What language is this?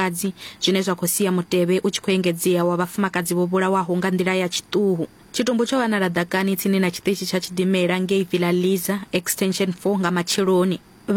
Venda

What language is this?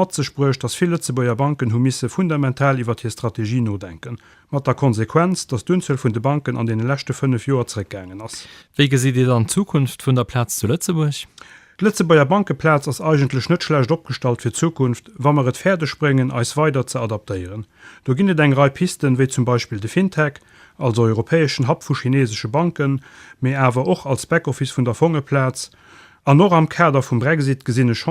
Luxembourgish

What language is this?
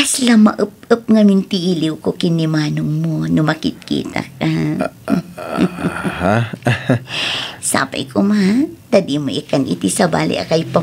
Iloko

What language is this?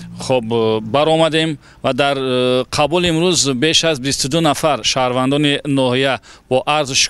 Tajik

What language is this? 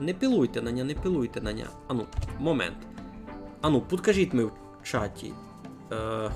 Rusyn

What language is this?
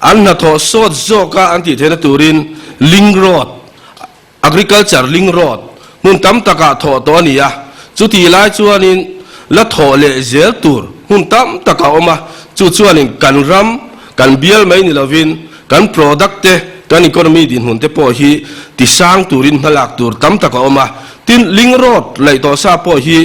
Mizo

